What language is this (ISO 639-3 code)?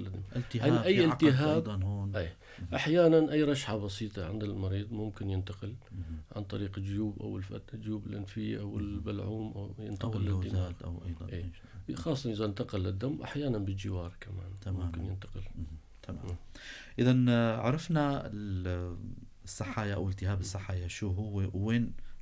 apc